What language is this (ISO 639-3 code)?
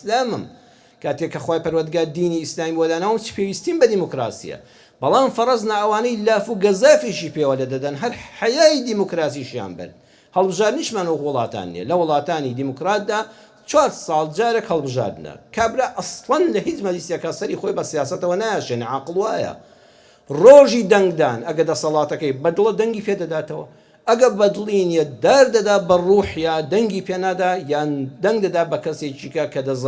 ckb